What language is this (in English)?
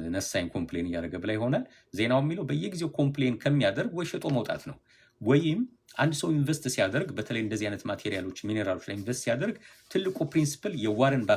Amharic